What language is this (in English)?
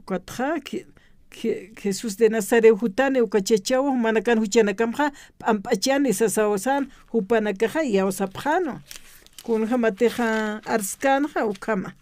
Aymara